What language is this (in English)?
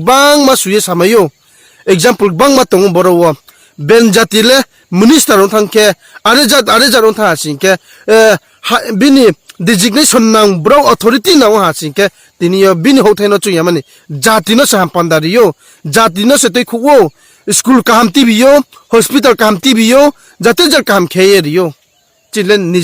Riang (India)